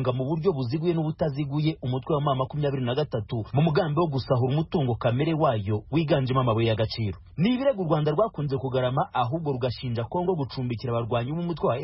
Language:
Kinyarwanda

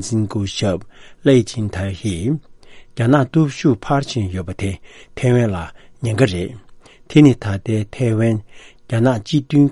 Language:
Tibetan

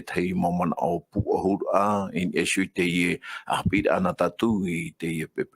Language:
Tahitian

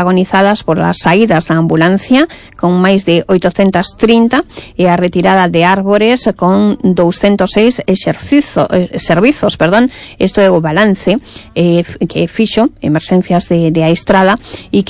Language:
Galician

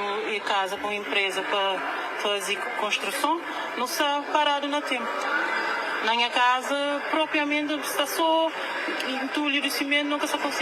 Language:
Kabuverdianu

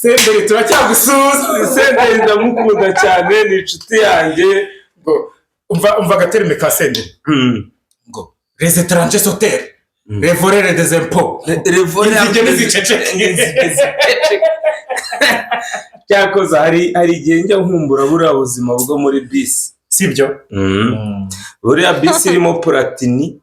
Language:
Kinyarwanda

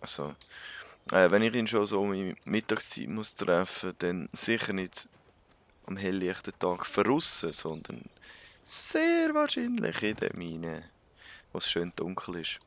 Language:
Swiss German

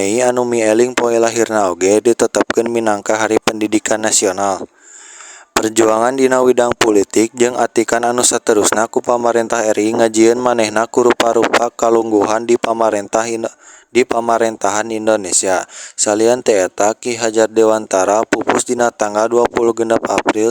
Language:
Sundanese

